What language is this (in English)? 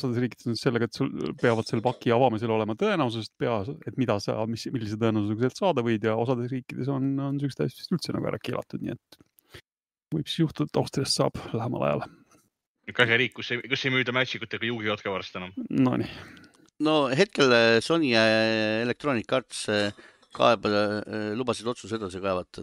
Estonian